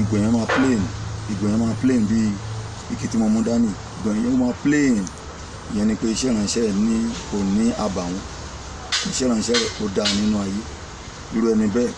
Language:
Yoruba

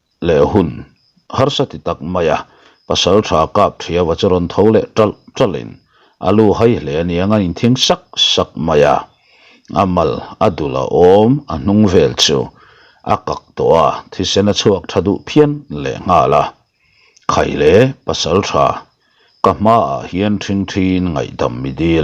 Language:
Mizo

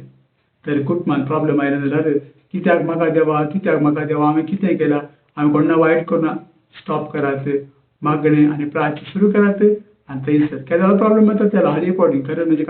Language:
Konkani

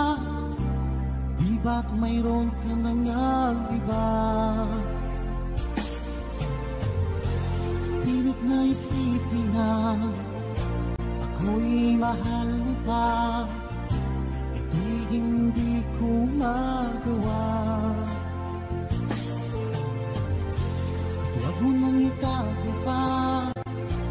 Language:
Filipino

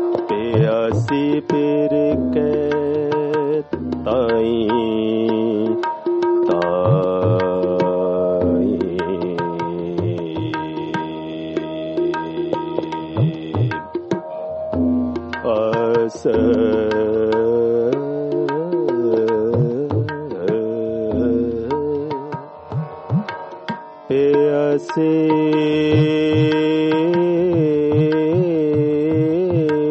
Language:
Punjabi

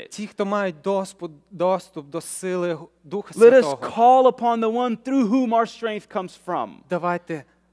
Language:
Ukrainian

